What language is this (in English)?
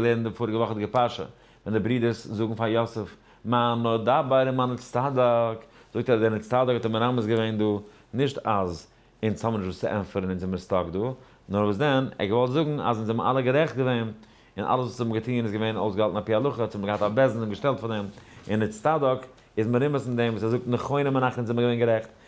Yiddish